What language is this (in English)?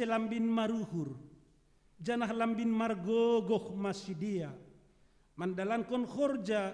Batak Simalungun